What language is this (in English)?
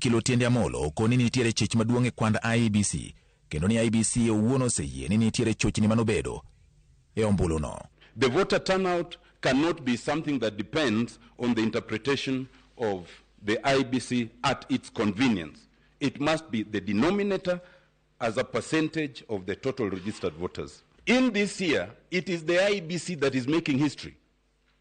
Luo (Kenya and Tanzania)